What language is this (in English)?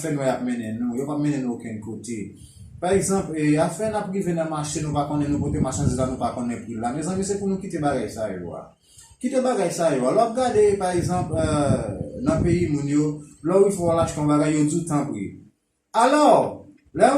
Haitian Creole